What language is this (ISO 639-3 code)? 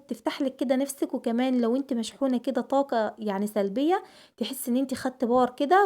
arz